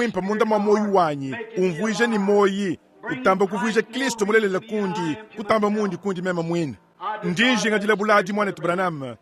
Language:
Luba-Lulua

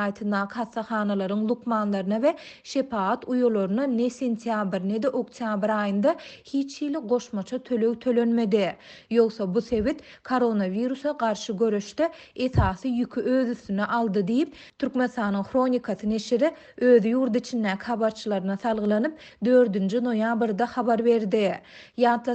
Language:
Turkmen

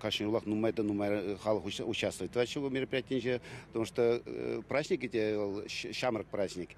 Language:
Chuvash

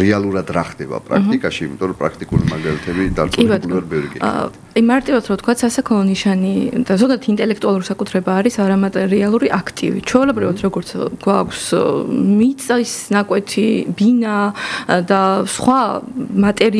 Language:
Georgian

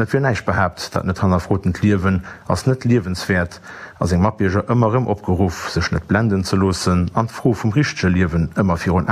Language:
Luxembourgish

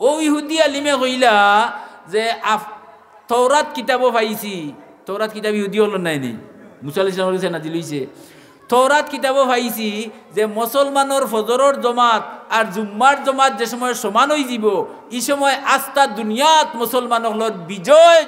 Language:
Sylheti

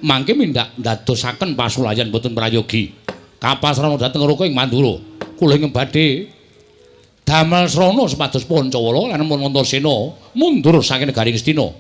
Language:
Javanese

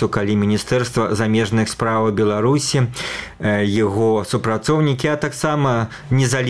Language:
Belarusian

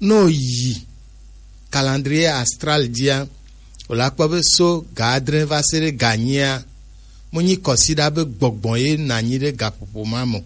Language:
Gen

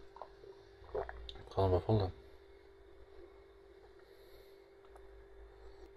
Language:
Norwegian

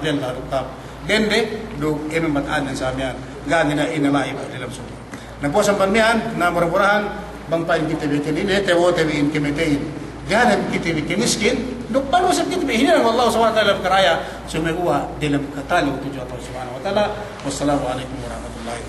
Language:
Yakan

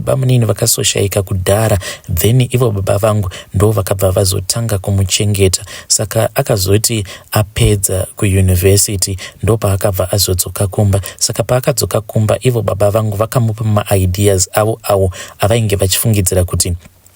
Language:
Shona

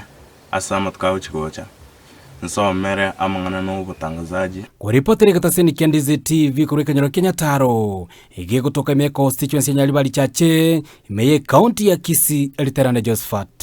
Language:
Gusii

